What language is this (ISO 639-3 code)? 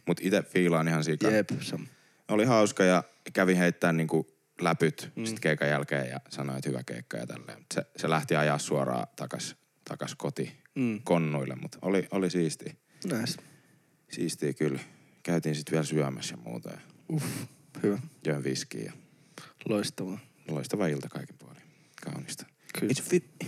fin